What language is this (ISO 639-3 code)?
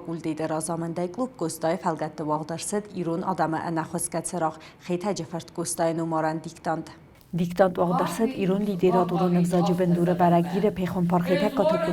oss